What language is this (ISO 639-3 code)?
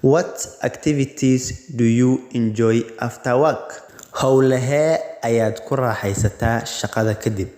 som